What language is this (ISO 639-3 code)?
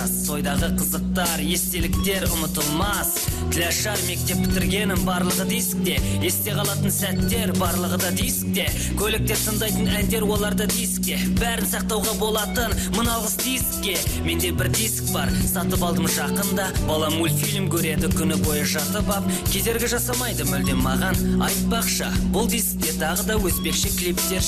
kaz